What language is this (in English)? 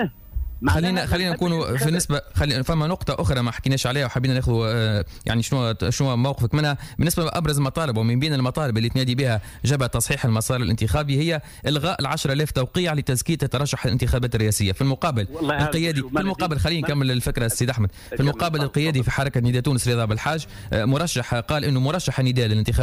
Tunisian Arabic